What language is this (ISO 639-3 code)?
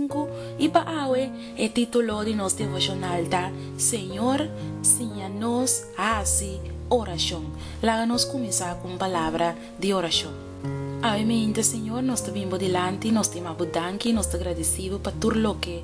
pap